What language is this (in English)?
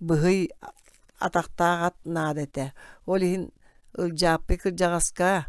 Yakut